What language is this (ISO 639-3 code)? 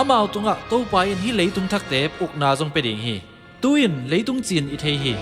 ctd